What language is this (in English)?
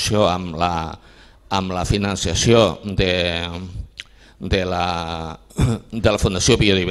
Catalan